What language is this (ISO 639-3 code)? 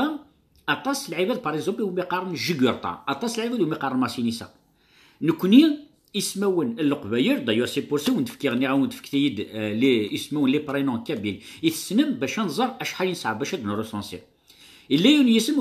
kab